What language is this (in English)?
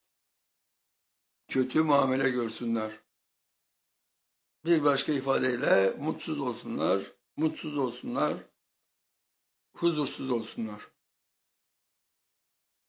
Turkish